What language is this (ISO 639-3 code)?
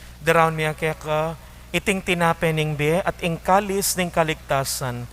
pam